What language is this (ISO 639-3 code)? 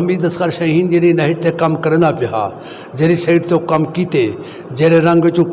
lah